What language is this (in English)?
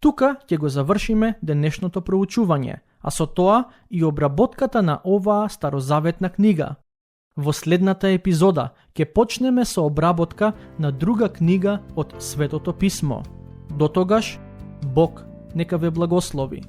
Macedonian